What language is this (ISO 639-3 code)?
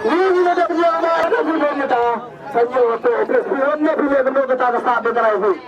kha